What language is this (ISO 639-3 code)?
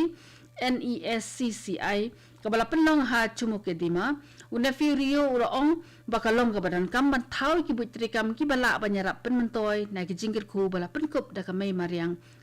kha